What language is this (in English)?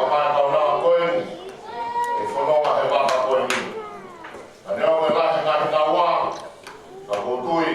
Tongan